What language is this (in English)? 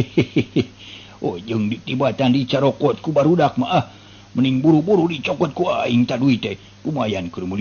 Sundanese